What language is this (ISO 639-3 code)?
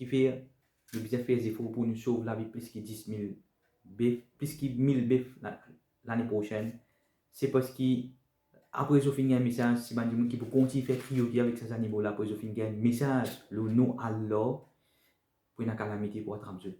mfe